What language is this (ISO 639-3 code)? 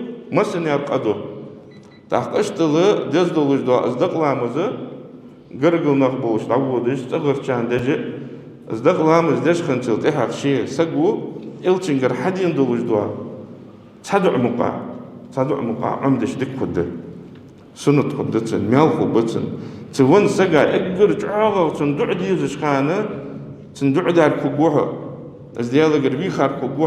inh